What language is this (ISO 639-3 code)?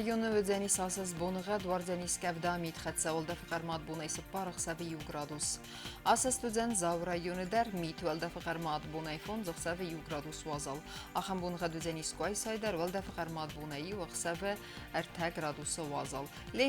oss